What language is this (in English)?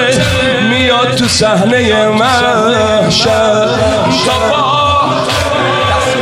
Persian